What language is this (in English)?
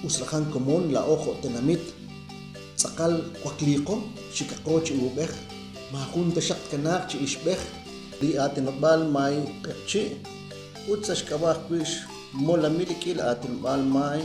Kekchí